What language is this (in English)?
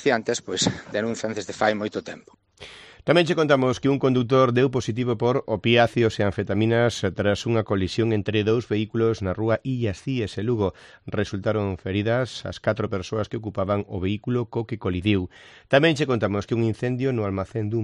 Galician